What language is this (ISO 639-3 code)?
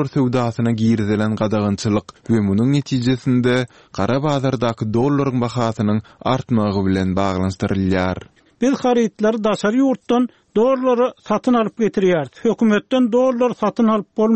tuk